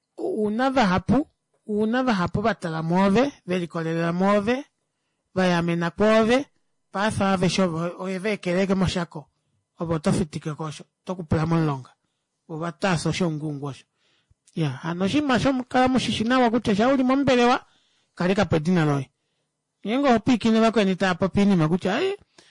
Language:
Kuanyama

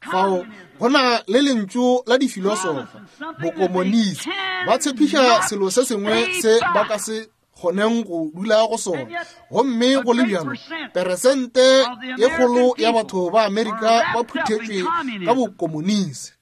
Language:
Northern Sotho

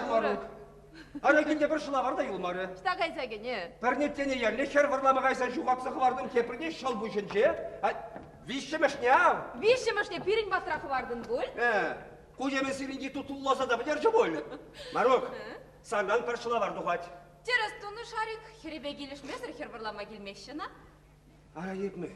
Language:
Chuvash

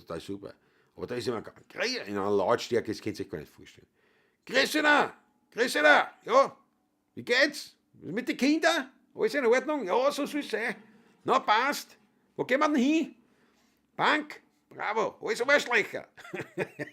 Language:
Bavarian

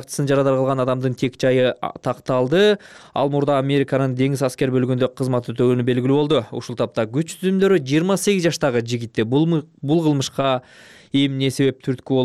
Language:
Kyrgyz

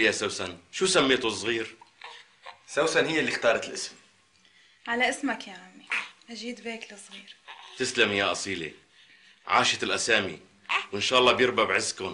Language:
North Levantine Arabic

